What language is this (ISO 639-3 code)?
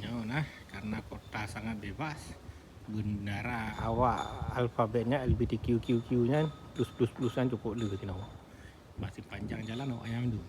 ace